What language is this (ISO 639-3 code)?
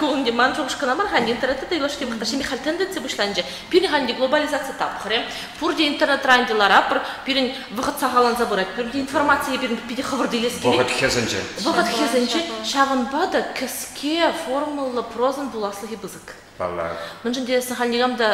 chv